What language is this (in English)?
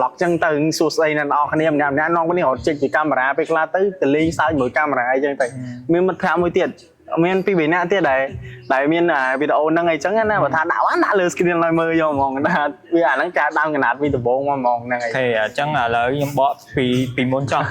Khmer